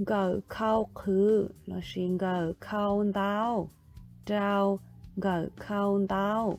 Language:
Hmong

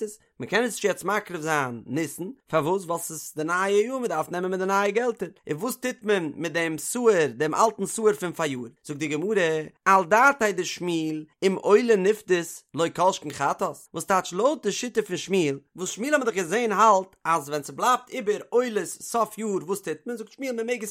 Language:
Yiddish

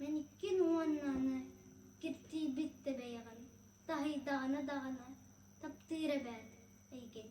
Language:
Yakut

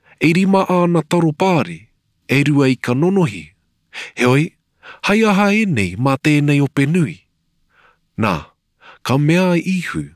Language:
Māori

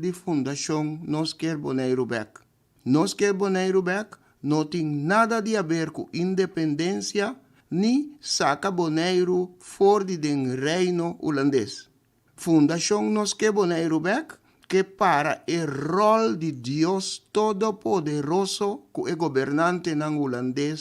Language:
Papiamento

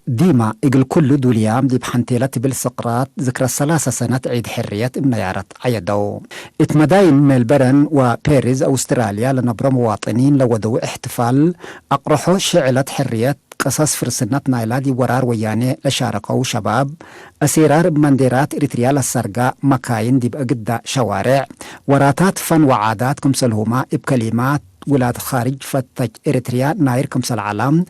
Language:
Tigre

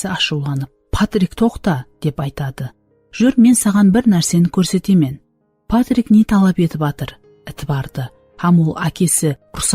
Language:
Kara-Kalpak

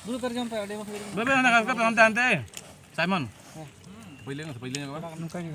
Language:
Santali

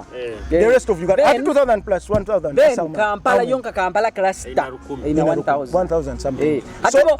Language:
Nyoro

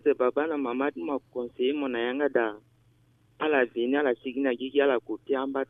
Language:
Sango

